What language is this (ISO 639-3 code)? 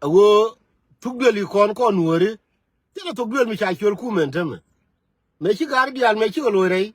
nus